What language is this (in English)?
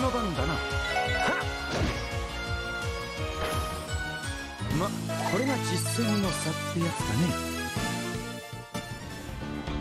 Japanese